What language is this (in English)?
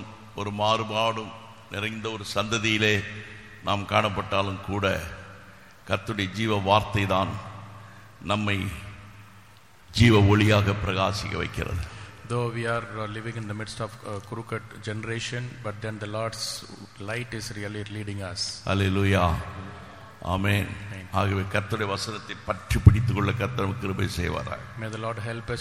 Tamil